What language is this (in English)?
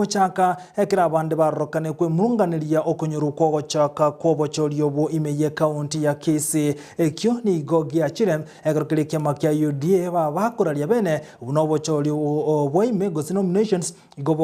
Gusii